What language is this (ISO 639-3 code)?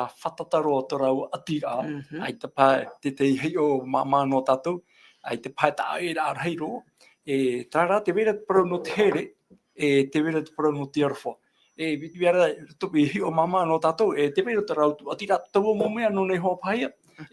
tah